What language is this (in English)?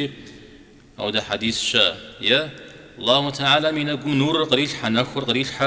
Kabardian